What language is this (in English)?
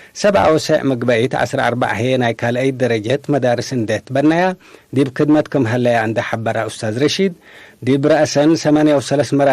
Tigre